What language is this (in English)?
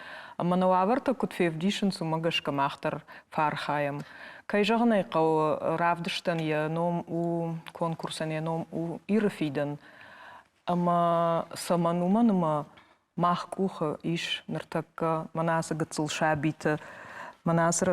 Ossetic